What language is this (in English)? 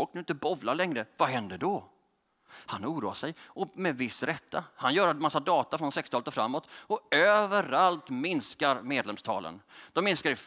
Swedish